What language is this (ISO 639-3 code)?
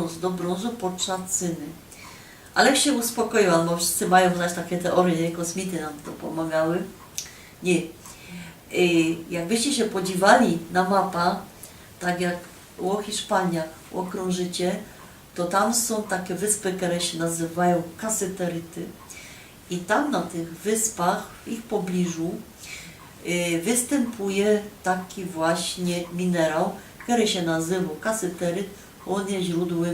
szl